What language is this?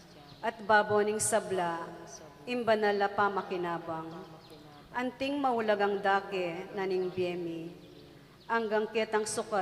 Pampanga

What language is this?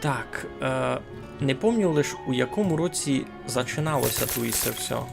Rusyn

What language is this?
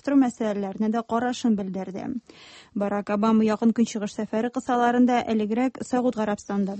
Tatar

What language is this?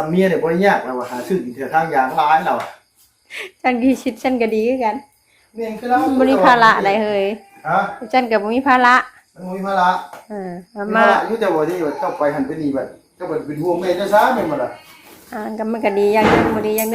Northeastern Thai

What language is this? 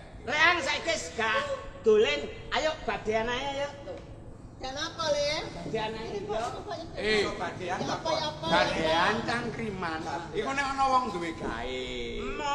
Javanese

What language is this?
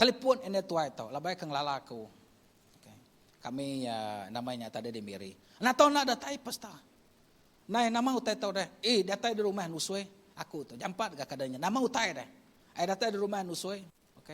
Iban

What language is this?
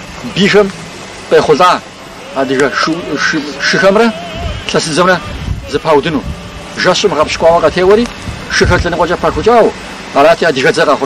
Kabardian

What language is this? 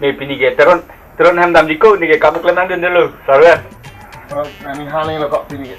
Karbi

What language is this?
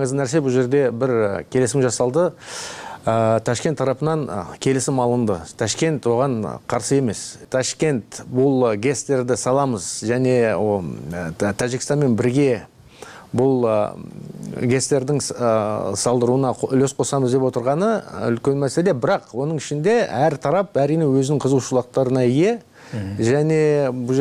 Kyrgyz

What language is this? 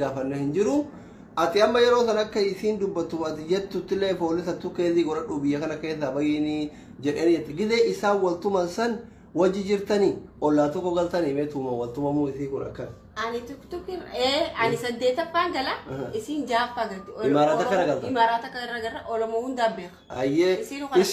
Oromo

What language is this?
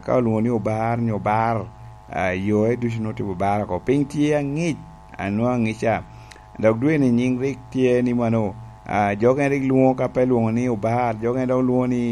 Lango (Uganda)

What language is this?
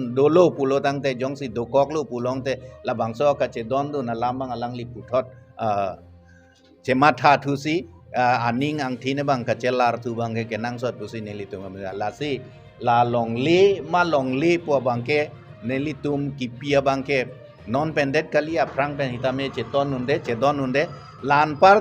Karbi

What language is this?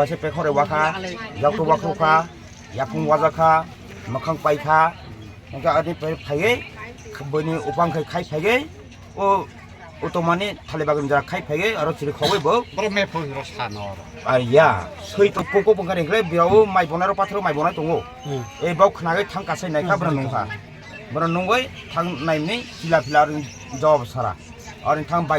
Kok Borok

